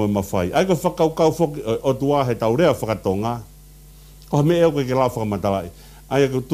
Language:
Tongan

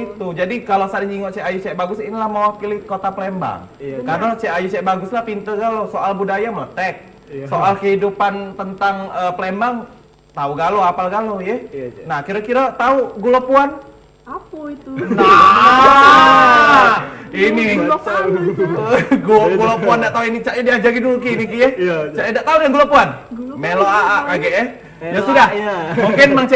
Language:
Musi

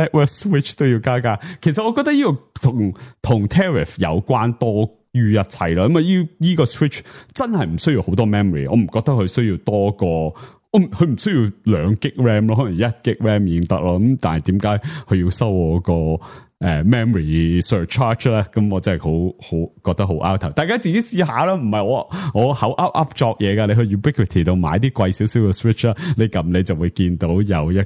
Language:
Cantonese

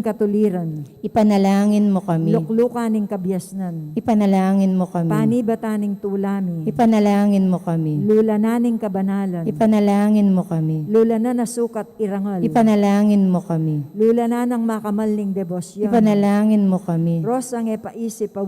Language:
Pampanga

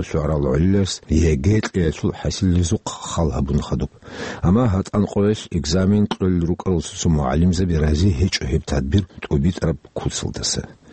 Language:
Avaric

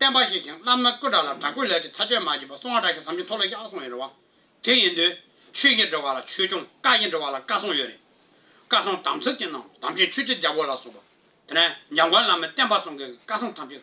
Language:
Tibetan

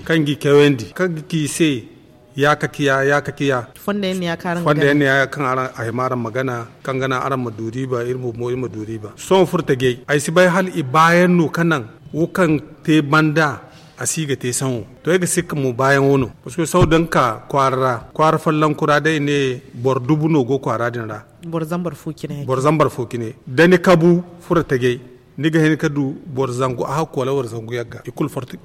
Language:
Zarma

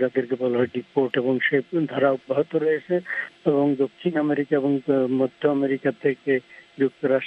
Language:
Bangla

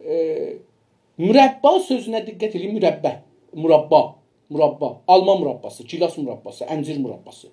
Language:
South Azerbaijani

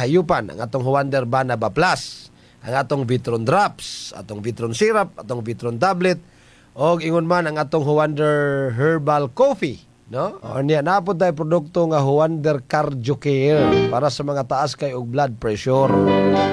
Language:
Cebuano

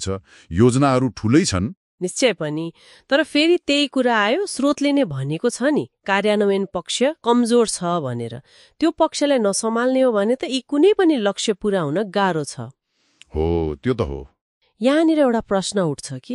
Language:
Nepali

